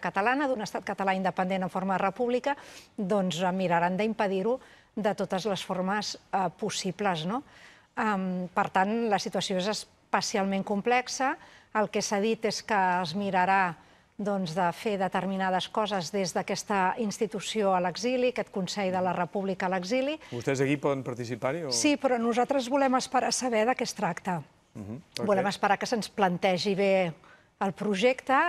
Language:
Catalan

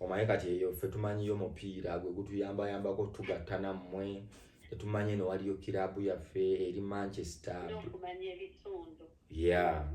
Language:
Ganda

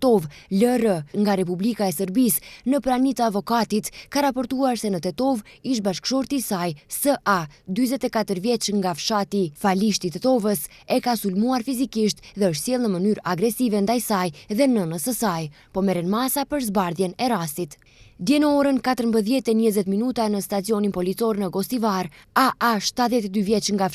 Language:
Albanian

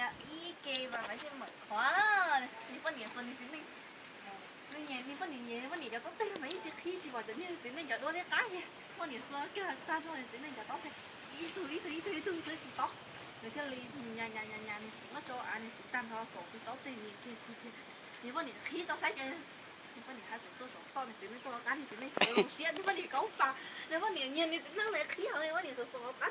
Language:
Hmong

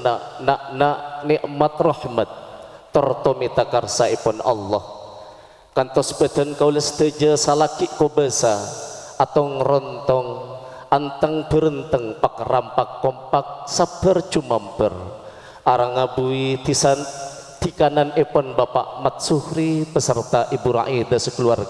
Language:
Madurese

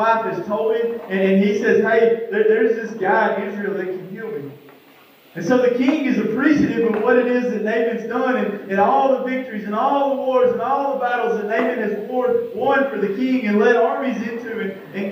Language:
English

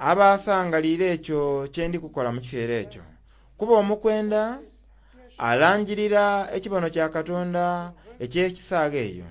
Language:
Soga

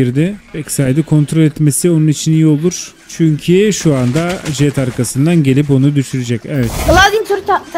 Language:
Turkish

